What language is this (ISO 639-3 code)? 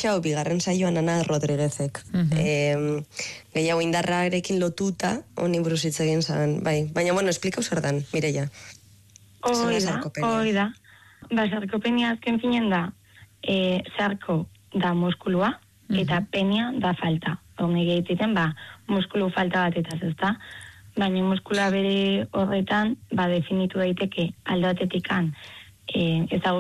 eus